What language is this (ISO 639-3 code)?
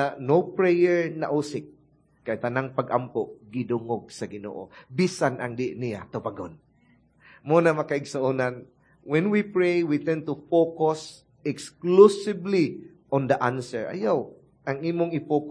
ceb